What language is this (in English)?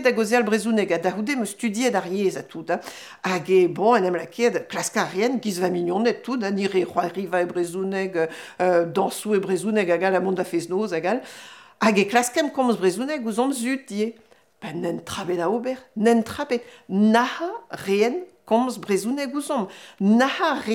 Breton